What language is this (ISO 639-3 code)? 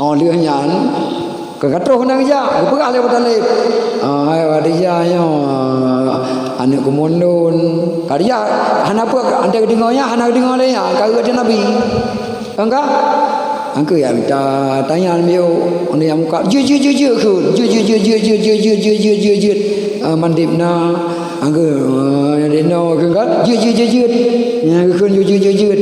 ace